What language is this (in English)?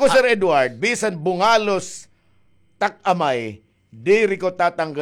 Waray